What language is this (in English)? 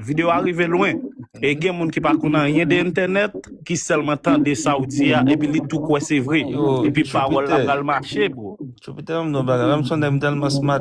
Haitian Creole